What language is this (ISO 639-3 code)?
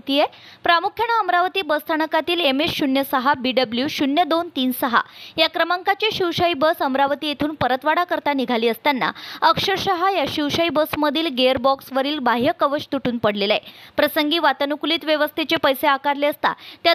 mar